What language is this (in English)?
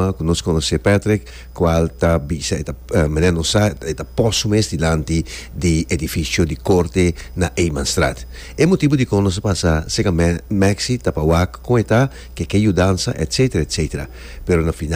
Papiamento